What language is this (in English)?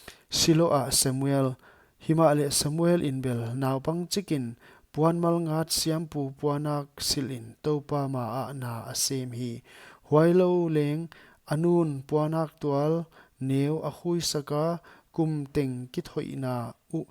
Paite Chin